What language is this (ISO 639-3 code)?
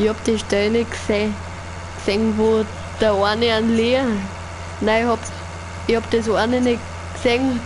bar